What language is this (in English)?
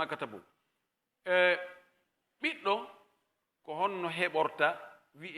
Pular